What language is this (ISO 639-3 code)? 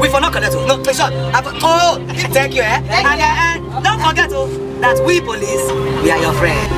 pcm